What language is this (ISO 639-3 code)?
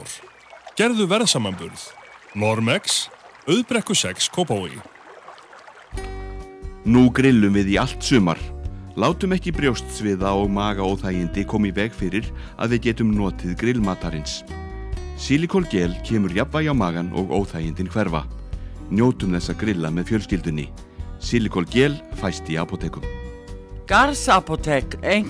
isl